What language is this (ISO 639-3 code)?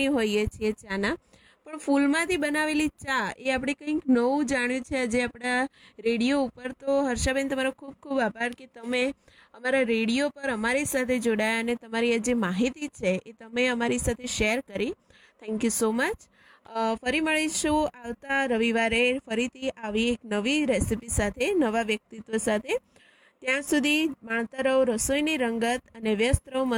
guj